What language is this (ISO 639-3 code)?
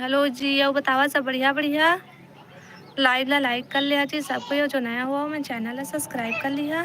hne